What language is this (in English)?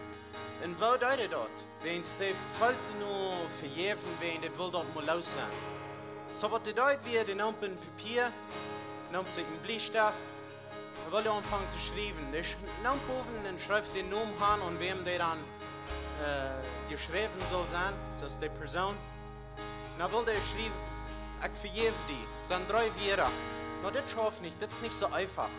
Plautdietsch